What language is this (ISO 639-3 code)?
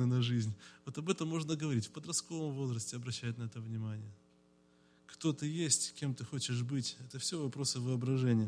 rus